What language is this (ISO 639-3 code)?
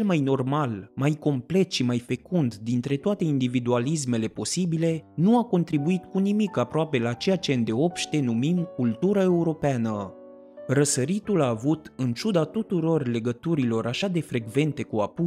ron